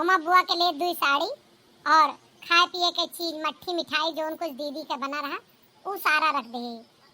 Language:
Awadhi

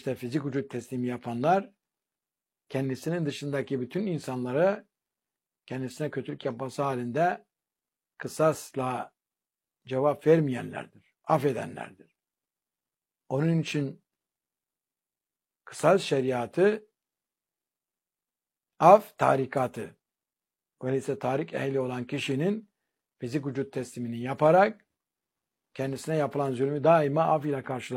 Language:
Turkish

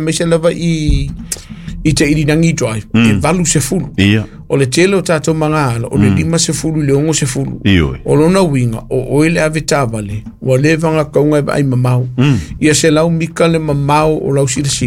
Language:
Samoan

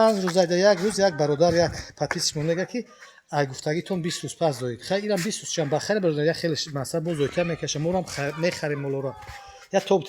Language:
Tajik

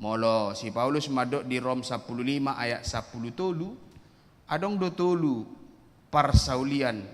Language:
Batak Toba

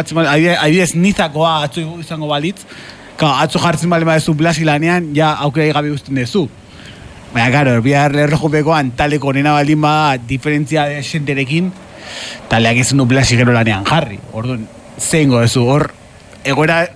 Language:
Basque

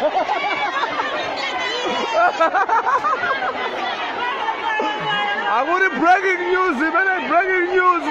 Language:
Nyanja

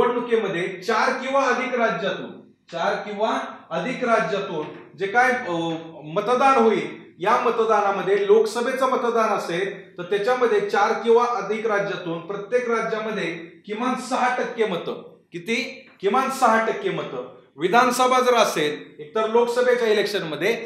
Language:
Marathi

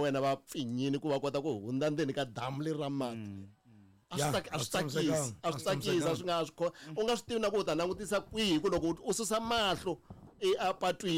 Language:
Tsonga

